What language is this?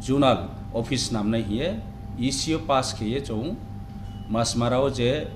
Riang (India)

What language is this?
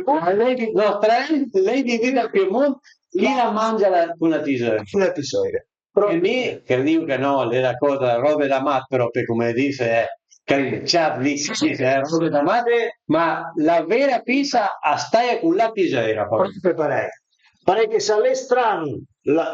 Piedmontese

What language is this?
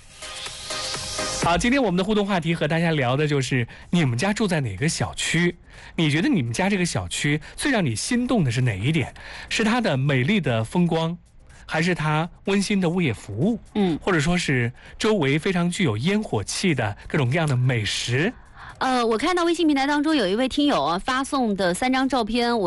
Chinese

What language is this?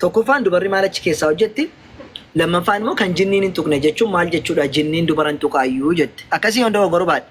Oromo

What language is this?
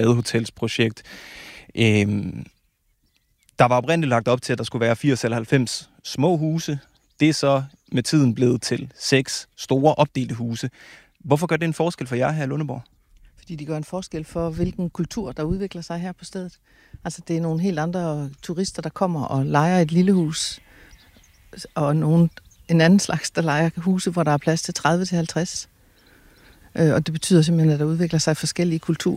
Danish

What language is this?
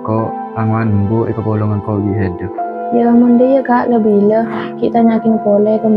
Madurese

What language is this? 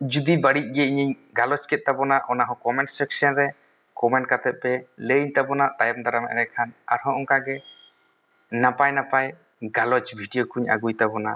Santali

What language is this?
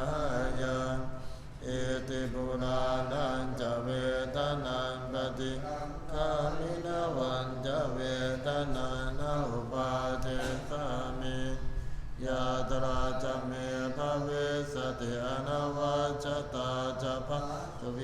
Pali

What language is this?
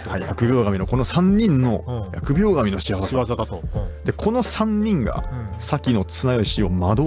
Japanese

